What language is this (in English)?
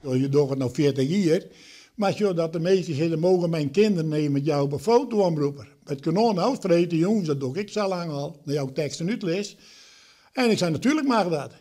Western Frisian